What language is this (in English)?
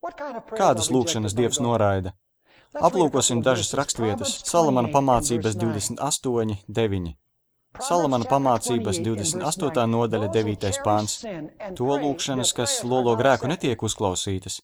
Latvian